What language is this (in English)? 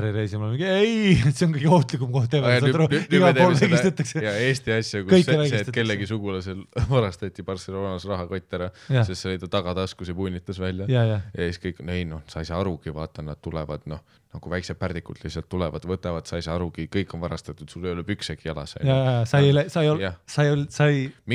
Estonian